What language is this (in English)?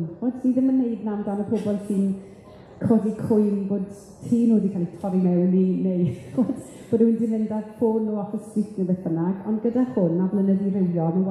Welsh